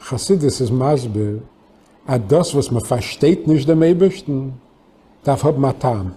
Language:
Yiddish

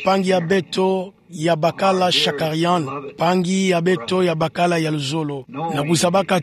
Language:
Kituba (Democratic Republic of Congo)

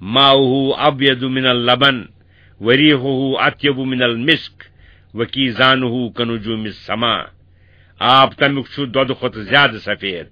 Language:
Kashmiri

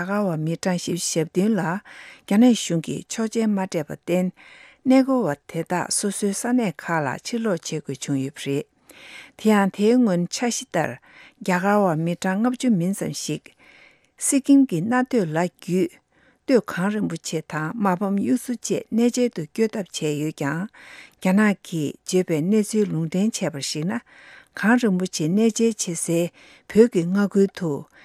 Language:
Tibetan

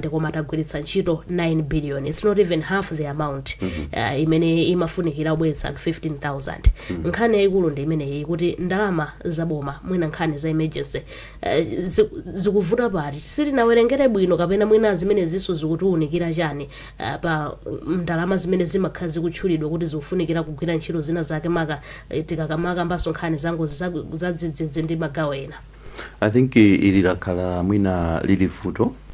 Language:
Nyanja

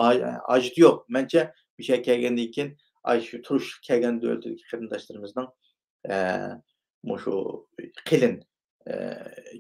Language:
Uyghur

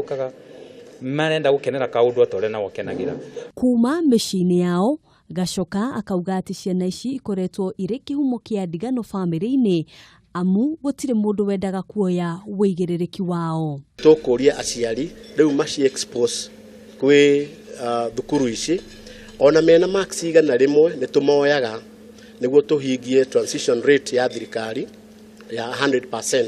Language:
Kikuyu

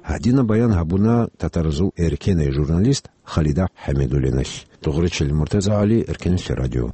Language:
Avaric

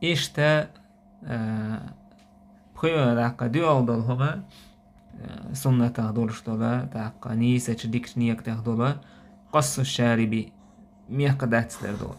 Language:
Chechen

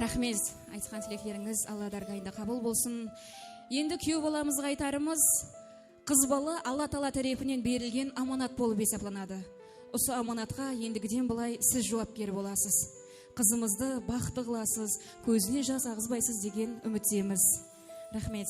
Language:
Kara-Kalpak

